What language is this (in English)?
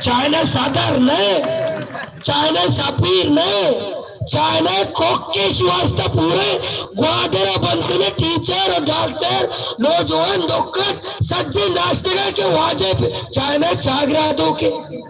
Baluchi